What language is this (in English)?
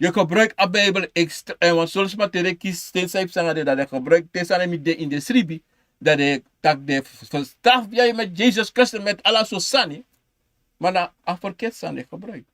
Sranan Tongo